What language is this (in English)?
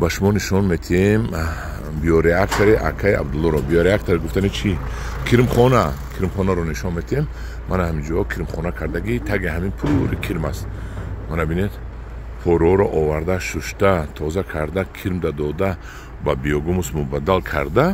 Tajik